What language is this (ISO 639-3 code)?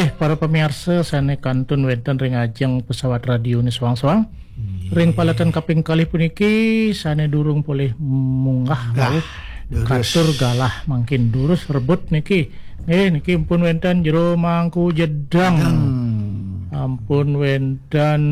ban